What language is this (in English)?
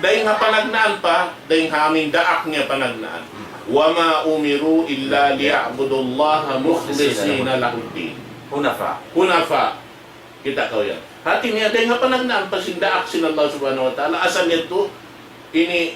Tausug